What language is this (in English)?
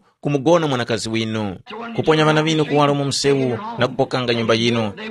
Tumbuka